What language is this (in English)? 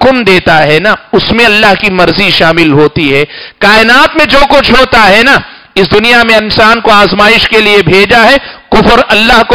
Urdu